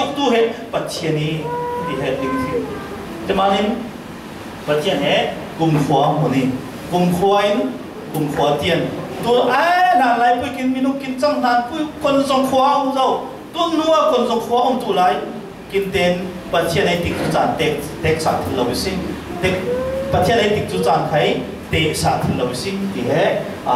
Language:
Falam Chin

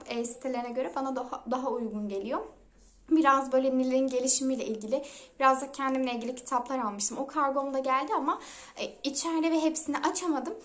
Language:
Turkish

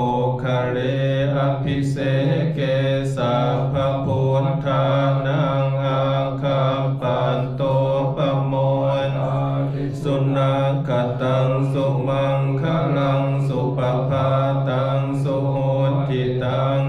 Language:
Pali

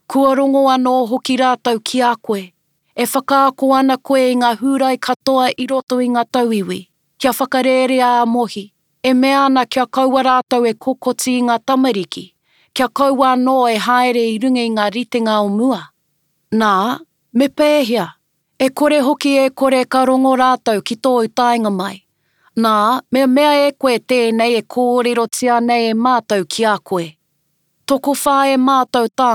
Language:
Māori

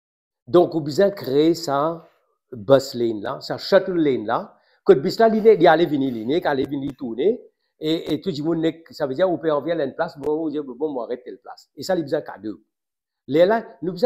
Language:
Morisyen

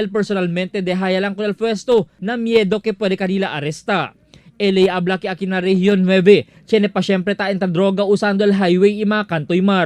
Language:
Chavacano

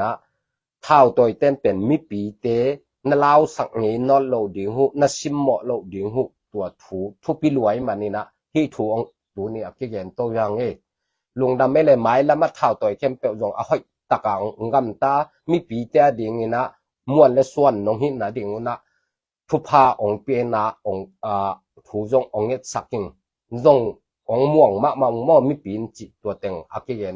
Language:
Tedim Chin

